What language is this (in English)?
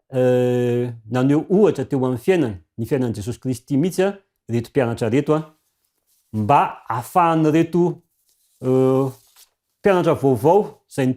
Malagasy